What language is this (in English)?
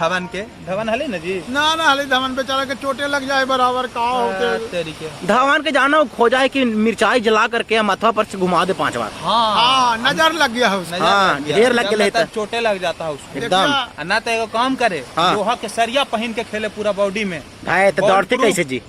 Magahi